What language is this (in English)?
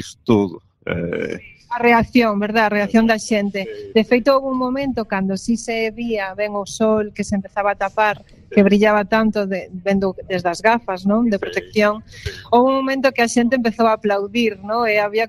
Galician